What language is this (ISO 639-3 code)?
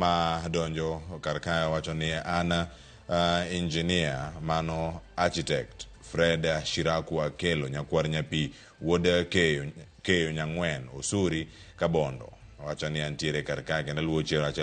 luo